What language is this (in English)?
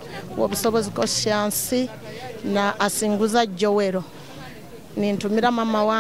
Nyoro